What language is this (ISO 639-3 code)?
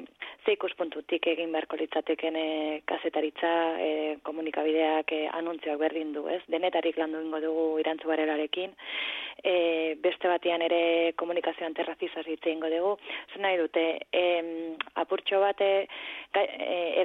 eus